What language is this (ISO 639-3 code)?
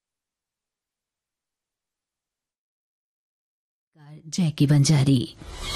hin